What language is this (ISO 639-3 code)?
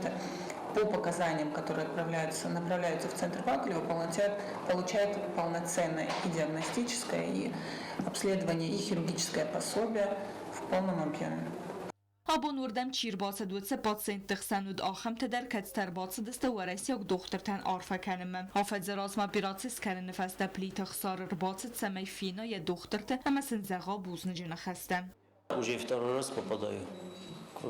oss